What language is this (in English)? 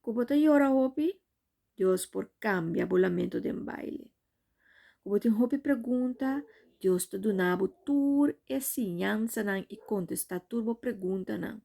Papiamento